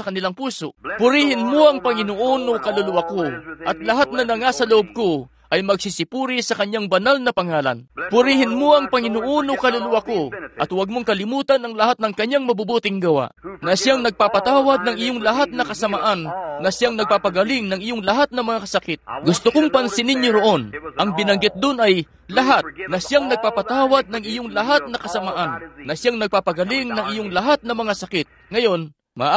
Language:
Filipino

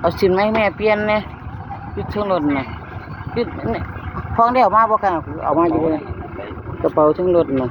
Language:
Northeastern Thai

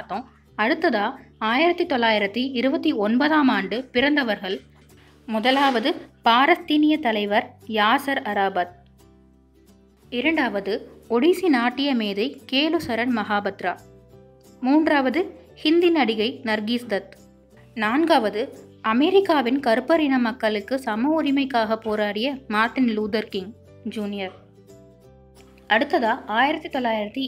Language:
Tamil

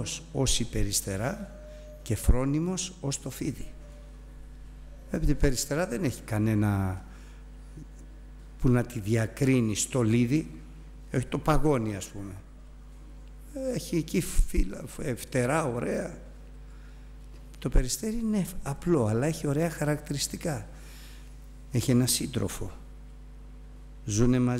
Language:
Greek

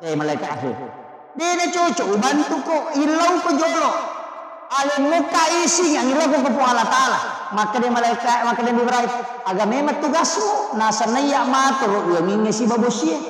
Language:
Buginese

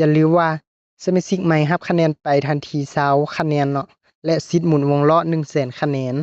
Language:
Lao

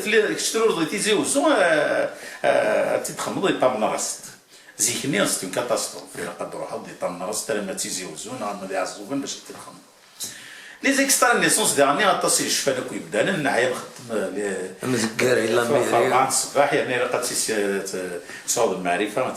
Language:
Kabyle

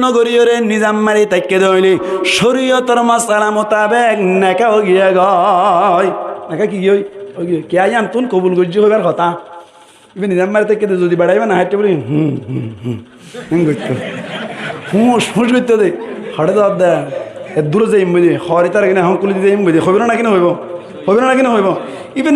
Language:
Rohingya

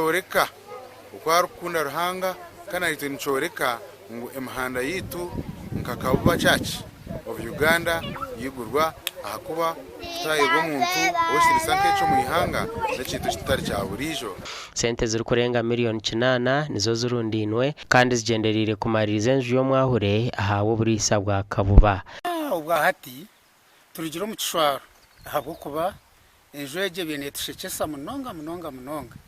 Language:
Nyankole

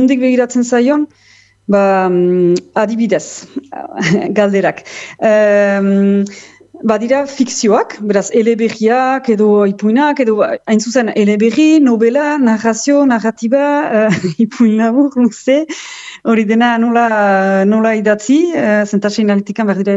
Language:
Basque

